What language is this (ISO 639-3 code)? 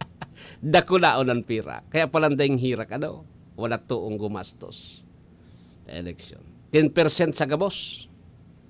bik